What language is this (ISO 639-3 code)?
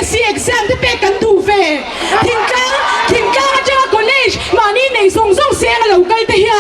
lus